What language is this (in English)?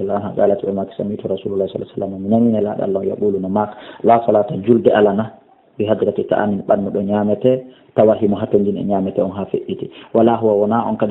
Fula